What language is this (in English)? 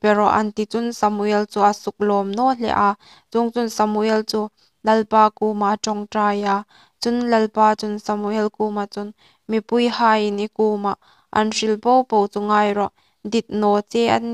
Hmar